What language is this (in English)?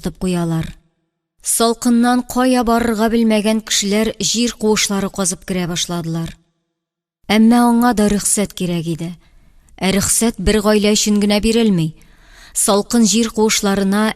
Tatar